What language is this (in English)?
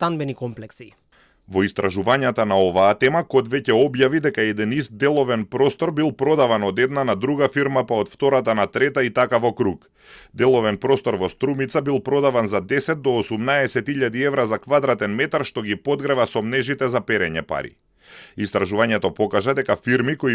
Macedonian